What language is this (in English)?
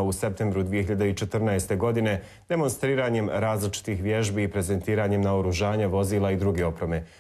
Bosnian